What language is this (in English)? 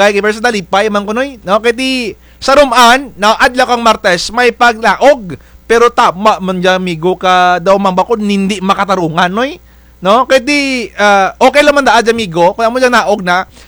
Kinaray-a